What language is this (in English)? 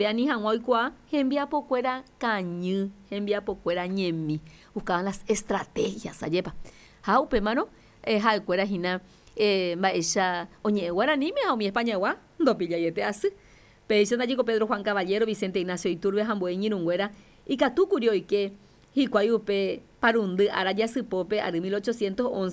Guarani